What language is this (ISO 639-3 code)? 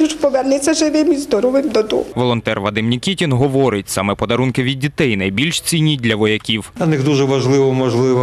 ukr